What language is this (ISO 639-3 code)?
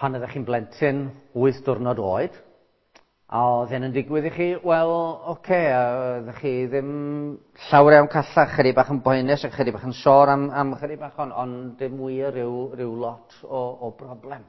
cym